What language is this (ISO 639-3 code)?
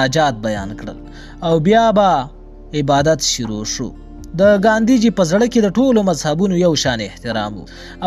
pus